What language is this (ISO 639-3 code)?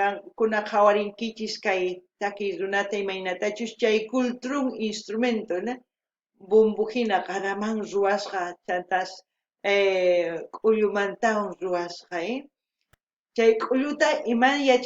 quh